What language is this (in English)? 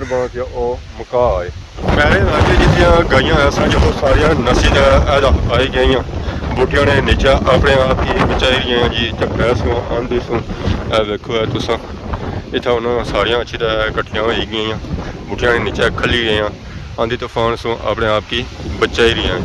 Pahari-Potwari